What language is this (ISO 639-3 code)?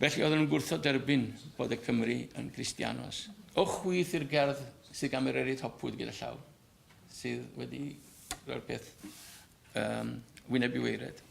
cym